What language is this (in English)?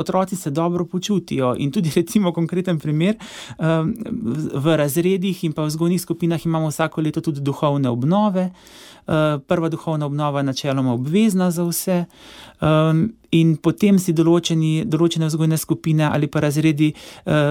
Slovenian